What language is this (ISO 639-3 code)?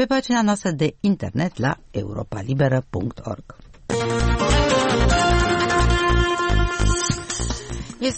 ron